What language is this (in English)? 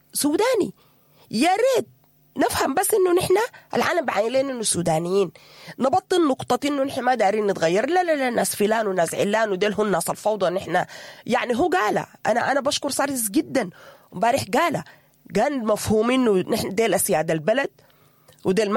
Sudanese Arabic